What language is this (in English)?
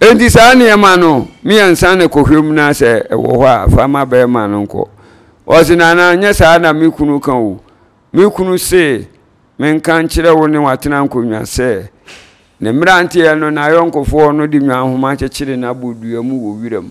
Akan